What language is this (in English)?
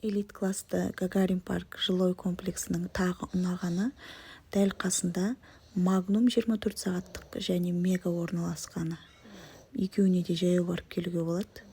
Kazakh